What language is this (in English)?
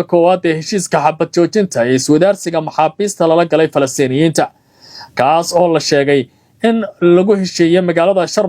Somali